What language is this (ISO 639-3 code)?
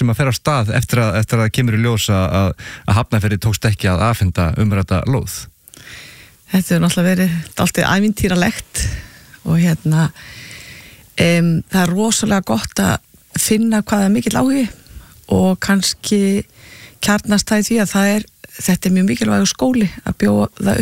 isl